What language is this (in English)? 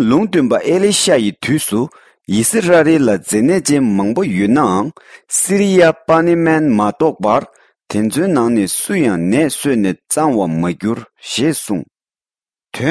Tibetan